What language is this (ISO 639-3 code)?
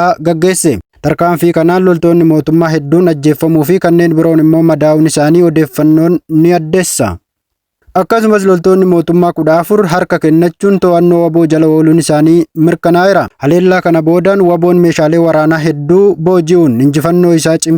orm